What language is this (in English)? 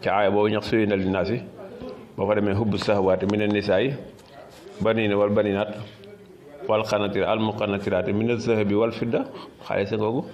Wolof